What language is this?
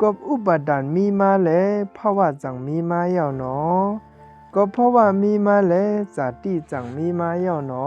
Shan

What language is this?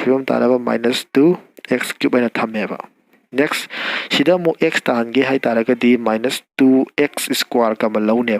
Manipuri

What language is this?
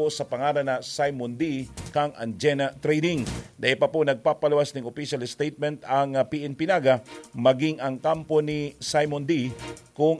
Bikol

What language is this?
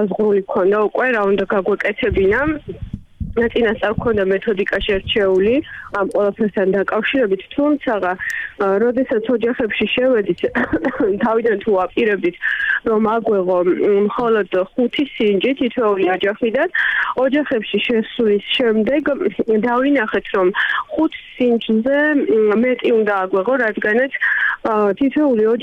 Georgian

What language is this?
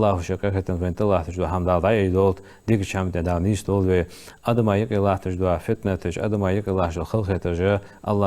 Ingush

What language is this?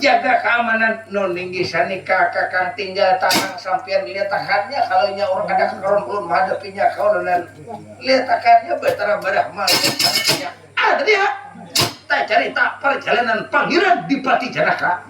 Banjar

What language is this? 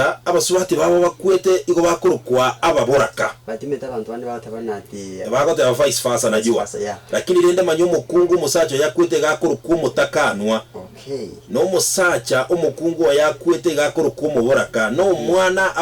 Gusii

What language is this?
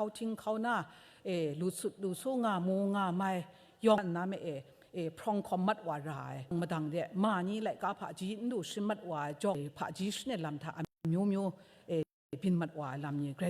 Kachin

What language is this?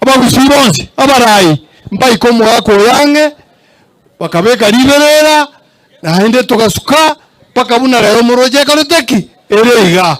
Gusii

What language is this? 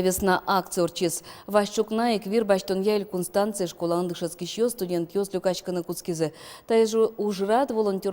Udmurt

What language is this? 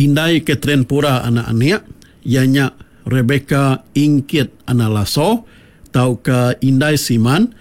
Iban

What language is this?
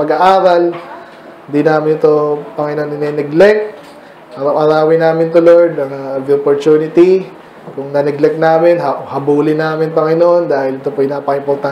Filipino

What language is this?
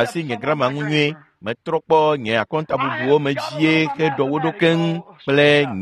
Ewe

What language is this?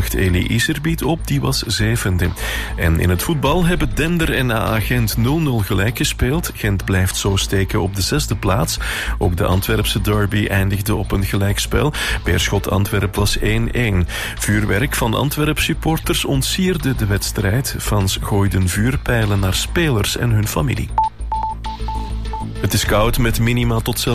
Dutch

